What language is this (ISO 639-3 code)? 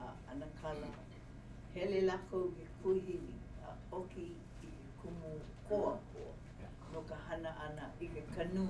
haw